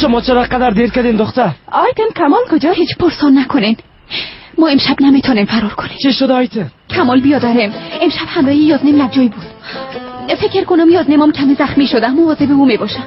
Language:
Tajik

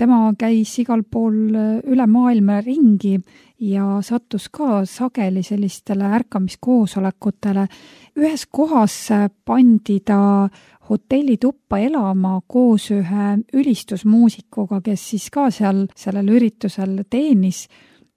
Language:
Estonian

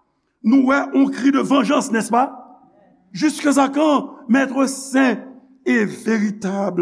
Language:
Haitian Creole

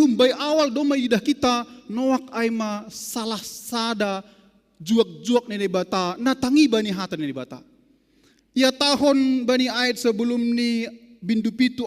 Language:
Batak Simalungun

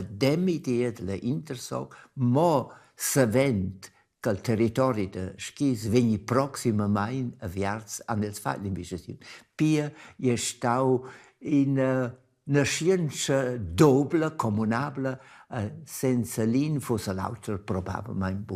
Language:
Romansh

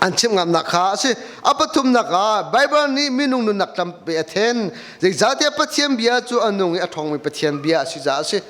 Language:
Hakha Chin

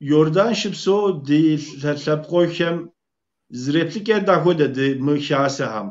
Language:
Kabardian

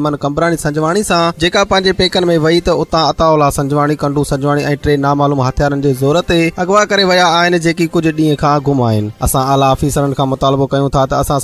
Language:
Sindhi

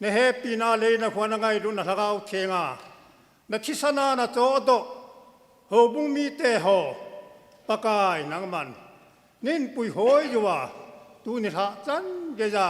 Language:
Thado Chin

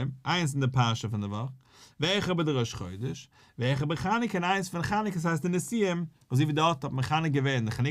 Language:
Yiddish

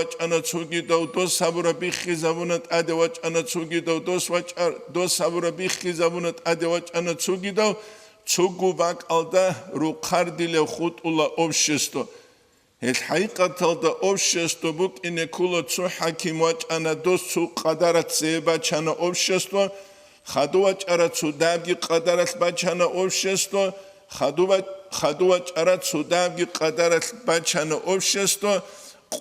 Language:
Avaric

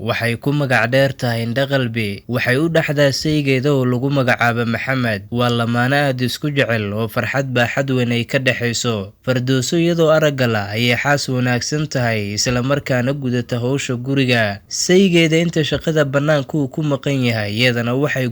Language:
Somali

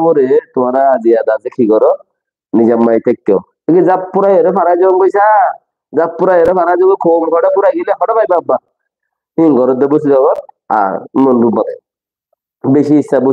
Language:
Rohingya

